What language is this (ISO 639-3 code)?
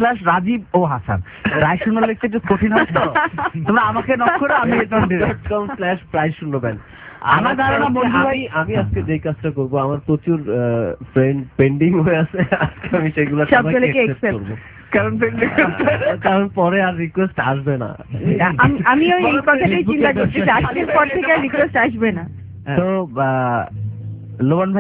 ben